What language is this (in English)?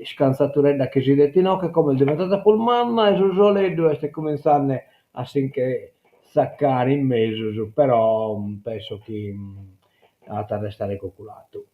Sardinian